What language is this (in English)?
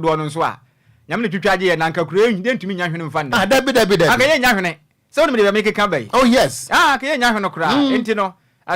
Akan